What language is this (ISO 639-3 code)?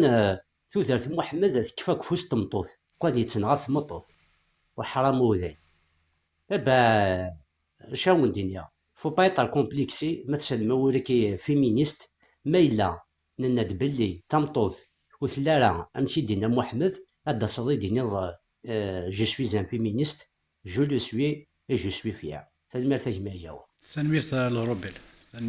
kab